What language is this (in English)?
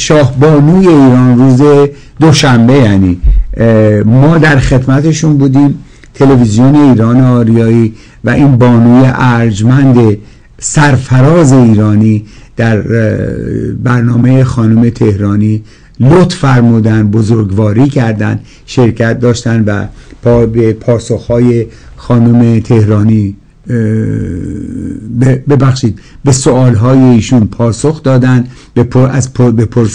Persian